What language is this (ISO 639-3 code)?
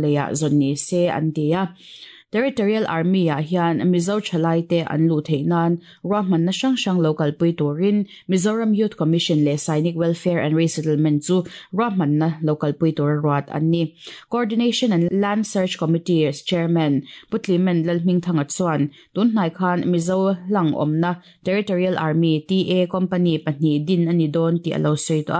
lus